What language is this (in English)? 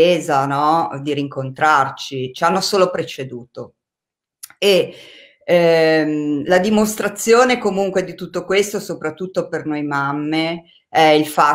Italian